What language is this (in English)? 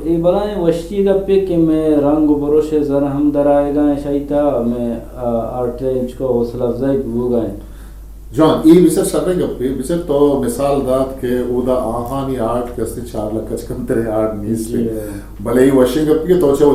Eastern Balochi